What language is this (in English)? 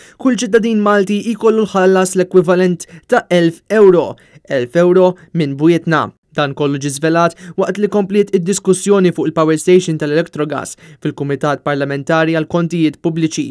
Maltese